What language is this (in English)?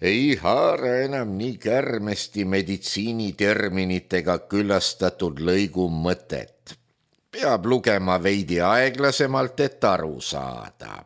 Estonian